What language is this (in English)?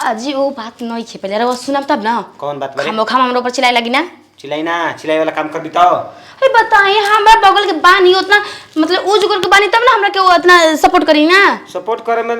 Bhojpuri